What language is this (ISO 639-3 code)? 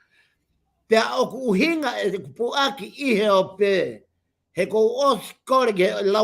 ton